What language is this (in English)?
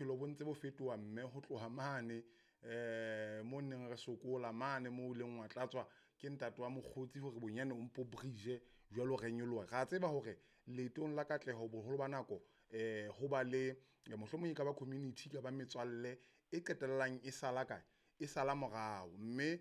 Southern Sotho